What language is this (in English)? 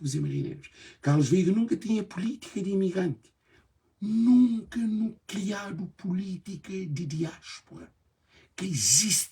Kabuverdianu